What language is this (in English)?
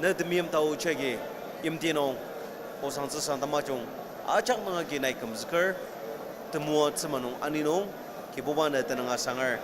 Ao Naga